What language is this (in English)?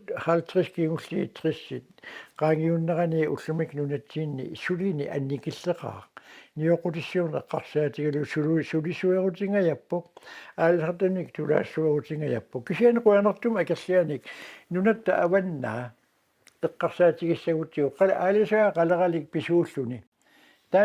Kalaallisut